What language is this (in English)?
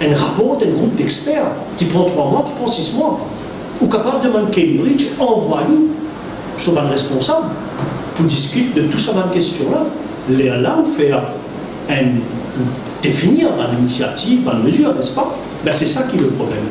Morisyen